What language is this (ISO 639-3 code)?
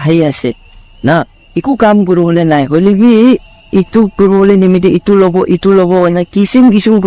nag